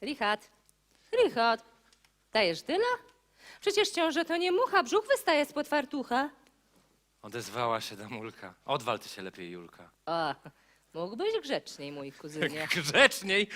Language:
Silesian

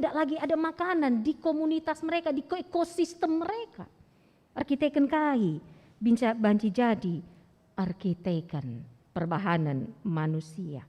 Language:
Batak Karo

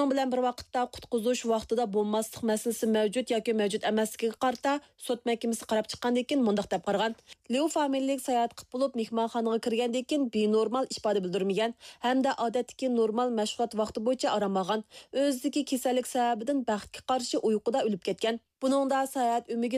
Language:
Uyghur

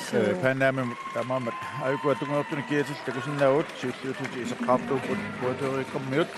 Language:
Kalaallisut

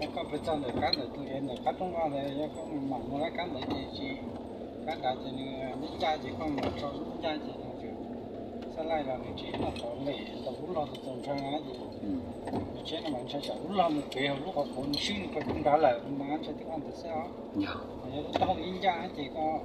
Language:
Hmong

